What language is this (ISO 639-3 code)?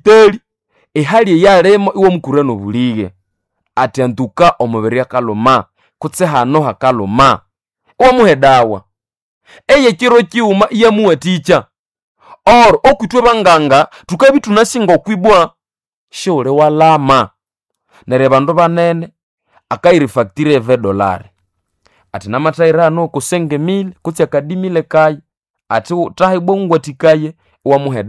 nnb